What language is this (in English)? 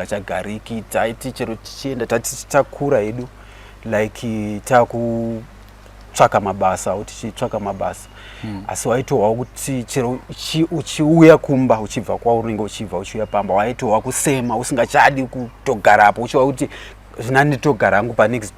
Shona